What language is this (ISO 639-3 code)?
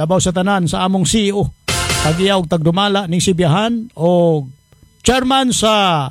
ceb